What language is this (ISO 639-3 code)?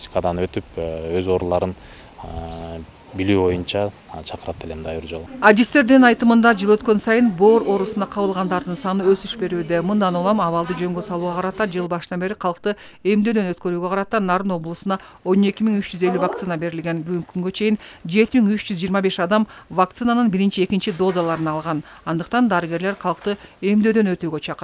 kir